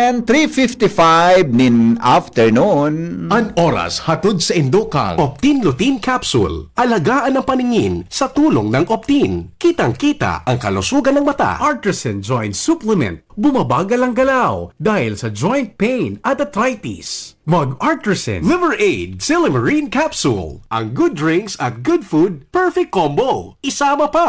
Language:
Bikol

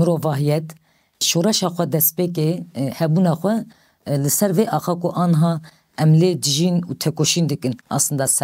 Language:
Kurdish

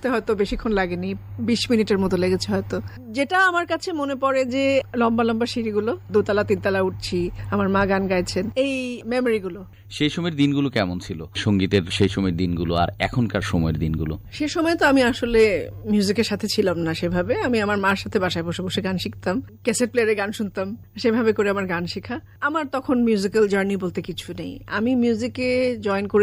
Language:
Bangla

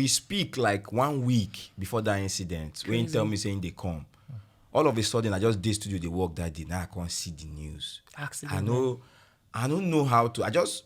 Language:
Nigerian Pidgin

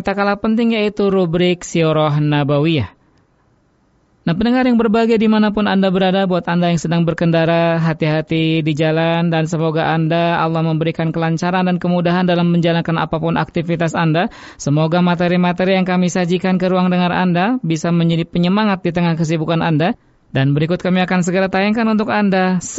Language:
Indonesian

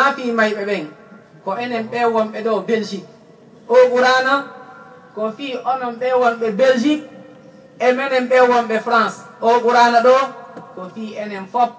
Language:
Fula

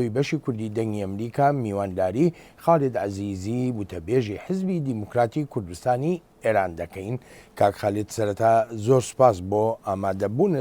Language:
Central Kurdish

